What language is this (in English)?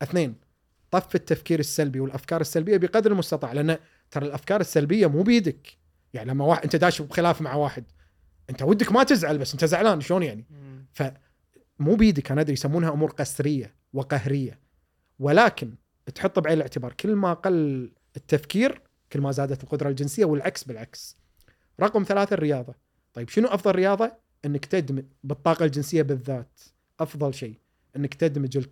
Gulf Arabic